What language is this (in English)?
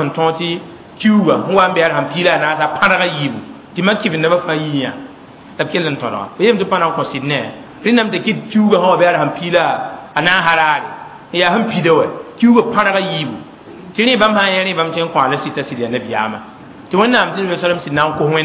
Mossi